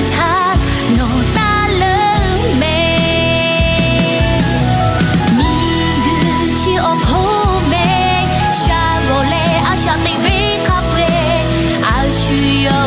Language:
Lahu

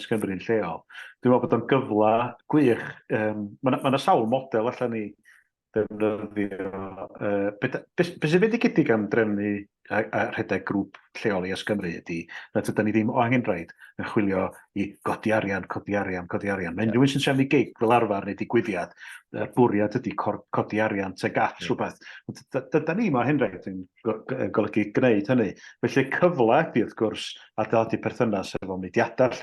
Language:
Welsh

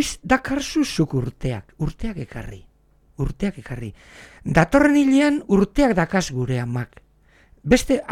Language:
Basque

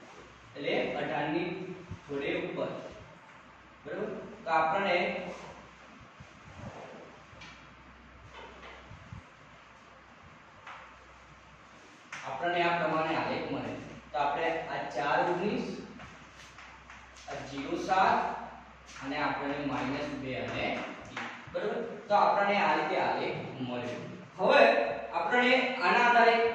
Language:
Gujarati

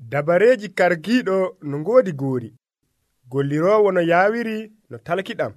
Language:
Nigerian Fulfulde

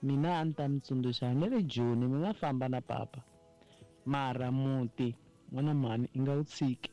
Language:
Tsonga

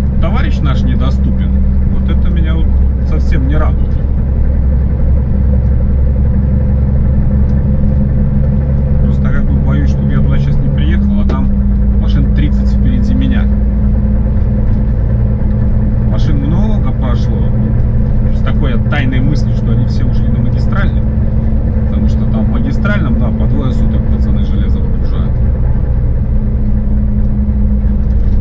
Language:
Russian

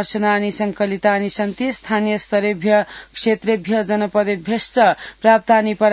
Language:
Sanskrit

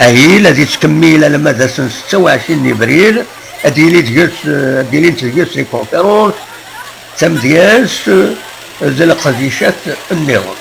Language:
Kabyle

